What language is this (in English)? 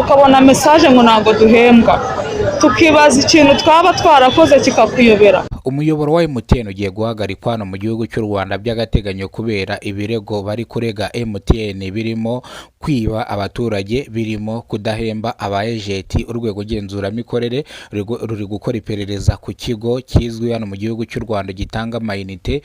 Kinyarwanda